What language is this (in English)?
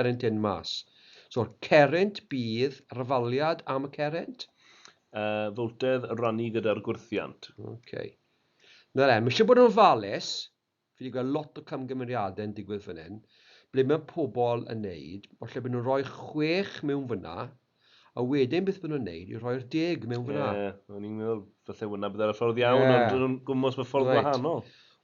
Welsh